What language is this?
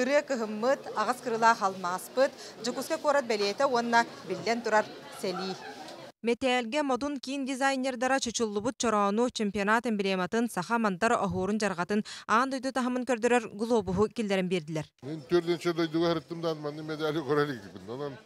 Yakut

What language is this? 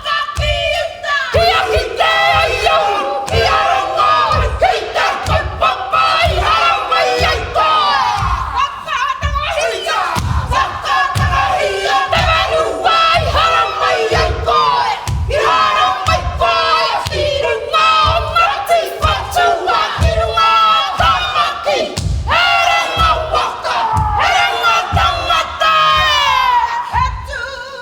Māori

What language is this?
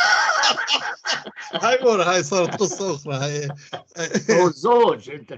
North Levantine Arabic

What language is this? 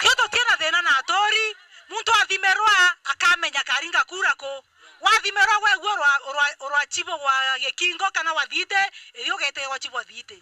Meru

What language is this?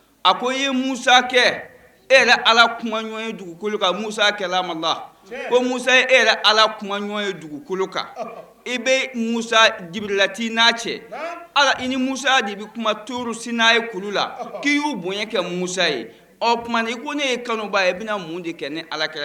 Bambara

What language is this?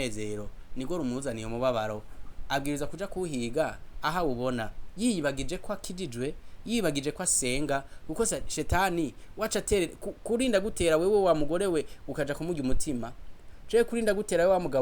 Rundi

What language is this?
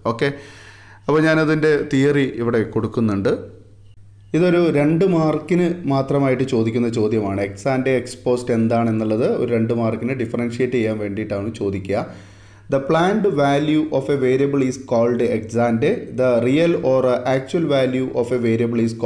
Malayalam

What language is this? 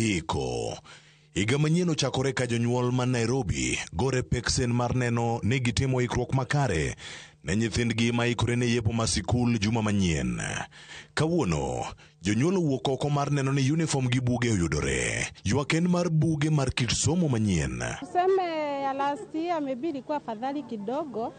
Luo (Kenya and Tanzania)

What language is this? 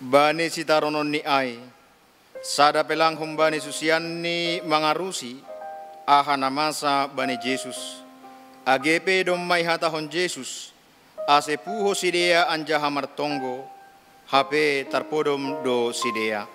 Batak Simalungun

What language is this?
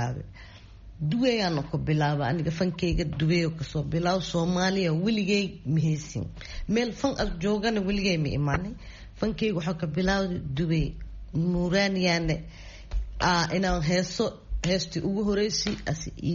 Somali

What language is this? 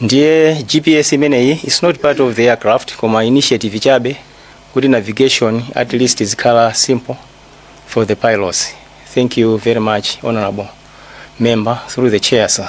Nyanja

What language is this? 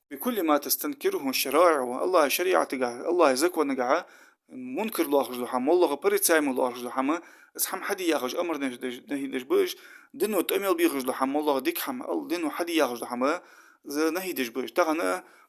Ingush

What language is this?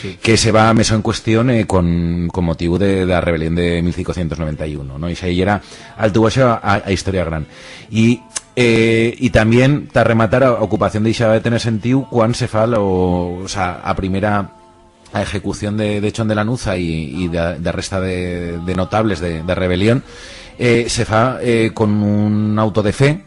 Aragonese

